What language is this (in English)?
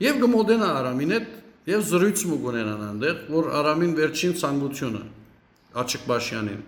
Western Armenian